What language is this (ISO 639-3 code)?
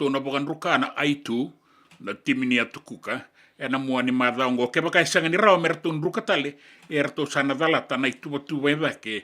fij